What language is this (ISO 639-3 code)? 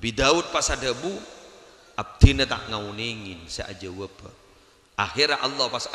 mad